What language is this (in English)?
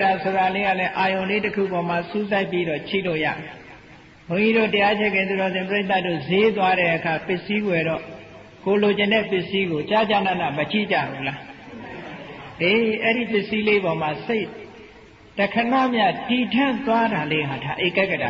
Burmese